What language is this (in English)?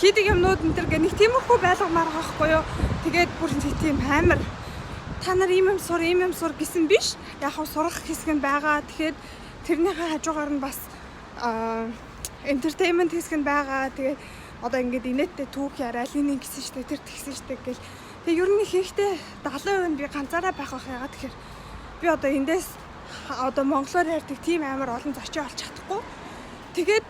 Mongolian